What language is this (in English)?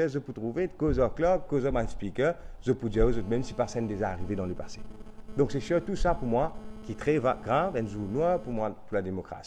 Morisyen